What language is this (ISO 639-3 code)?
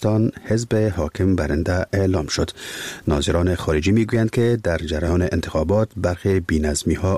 fas